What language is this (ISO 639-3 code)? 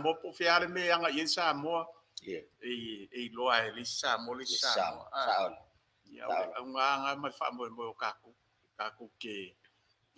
smo